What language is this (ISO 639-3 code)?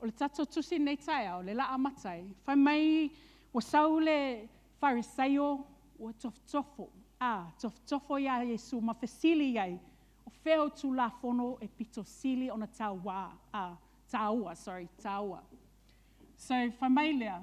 smo